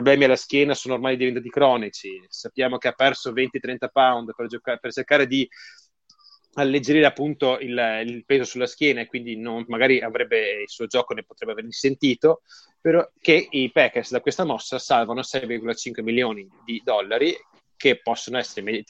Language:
Italian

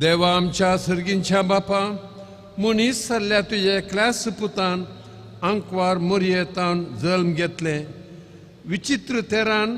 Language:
Konkani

